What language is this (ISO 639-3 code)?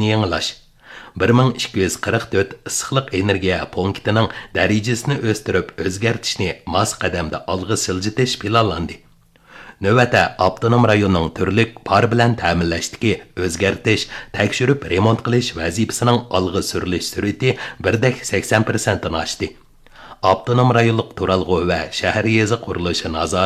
uig